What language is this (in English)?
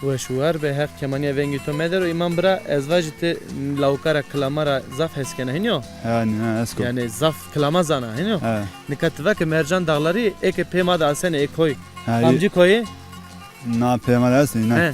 Zaza